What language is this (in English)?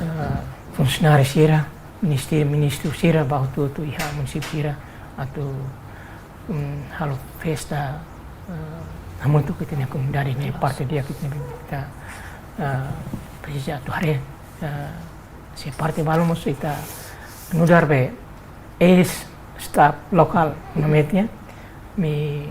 Tetum